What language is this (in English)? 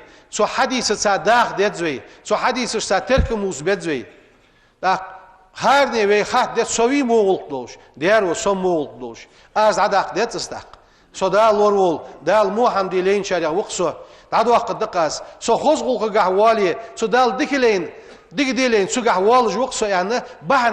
Ingush